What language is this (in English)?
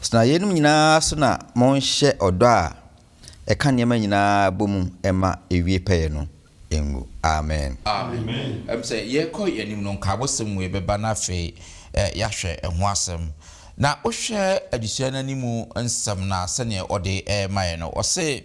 Akan